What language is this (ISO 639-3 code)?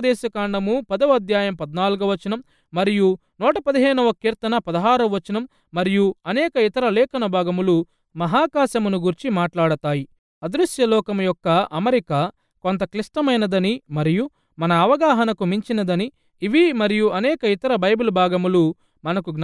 tel